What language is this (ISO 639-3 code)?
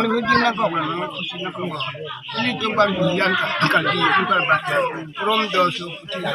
mjw